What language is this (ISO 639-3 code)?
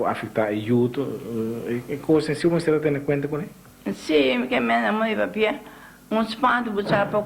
pap